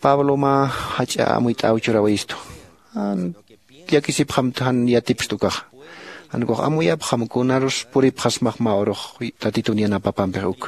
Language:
Aymara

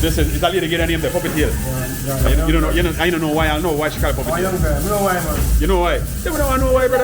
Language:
Jamaican Creole English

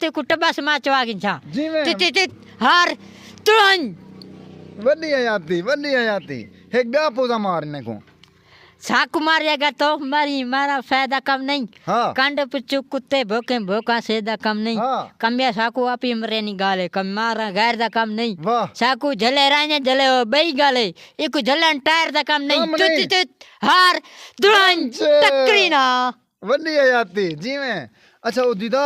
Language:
Saraiki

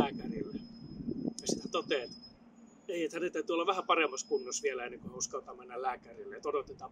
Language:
Finnish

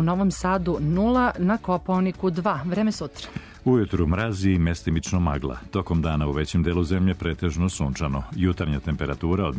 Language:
Serbian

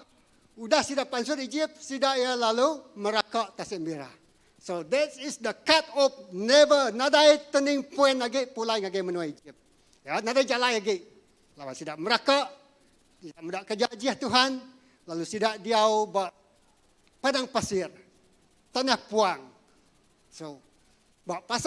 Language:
Iban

